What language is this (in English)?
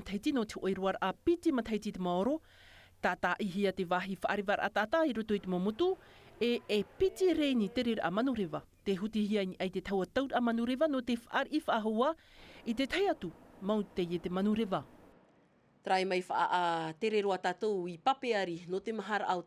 Tahitian